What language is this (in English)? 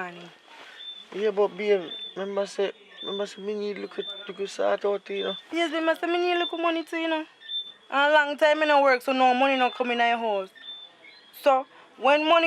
Jamaican Creole English